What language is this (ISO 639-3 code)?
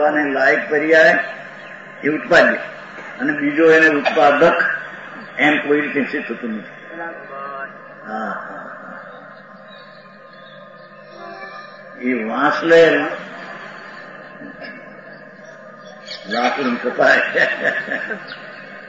guj